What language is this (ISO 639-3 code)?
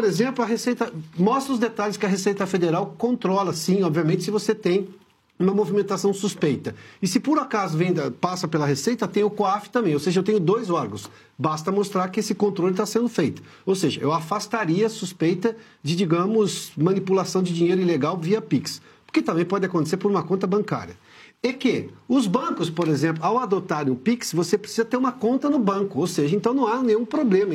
por